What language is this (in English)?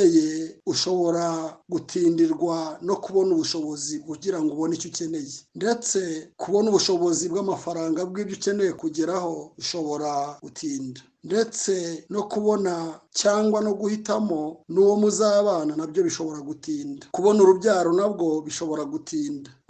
Kinyarwanda